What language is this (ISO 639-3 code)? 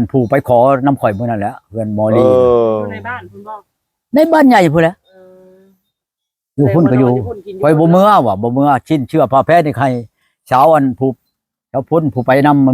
lao